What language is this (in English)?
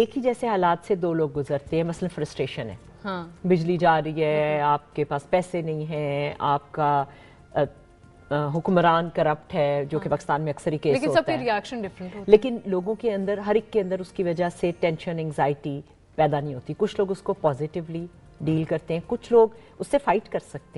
Urdu